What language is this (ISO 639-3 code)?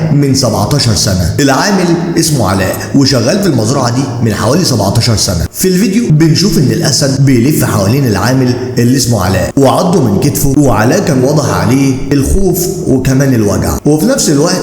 arz